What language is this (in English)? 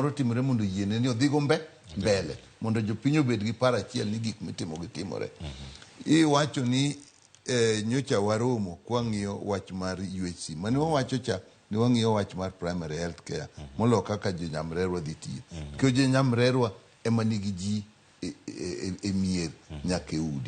Luo (Kenya and Tanzania)